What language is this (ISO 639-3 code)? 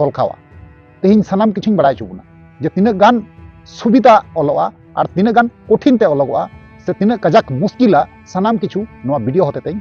sat